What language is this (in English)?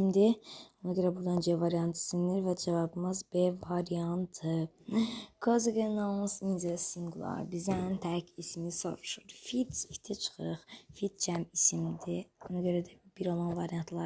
Azerbaijani